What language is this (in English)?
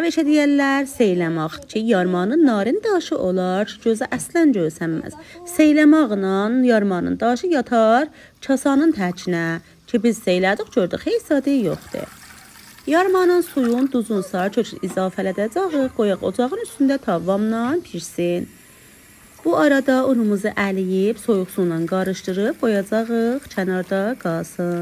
South Azerbaijani